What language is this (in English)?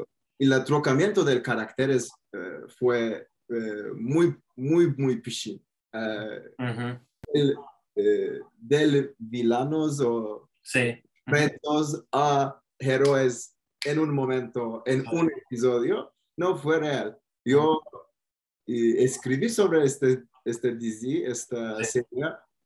Ladino